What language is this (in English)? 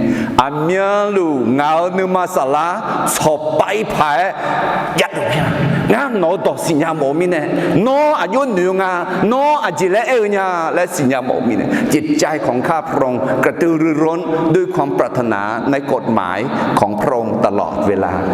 Akha